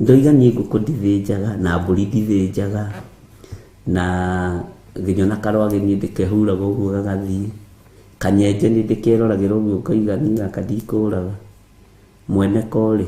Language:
Kikuyu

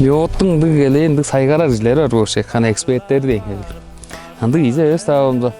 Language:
Tuvinian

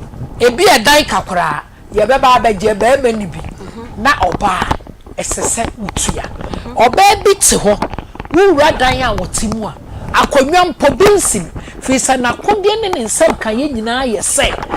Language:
Akan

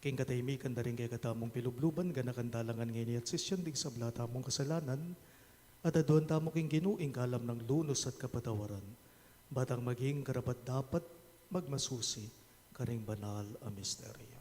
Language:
Pampanga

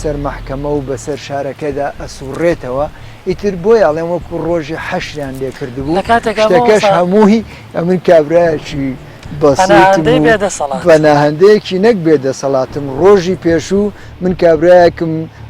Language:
Central Kurdish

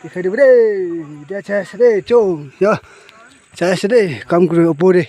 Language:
Naga Pidgin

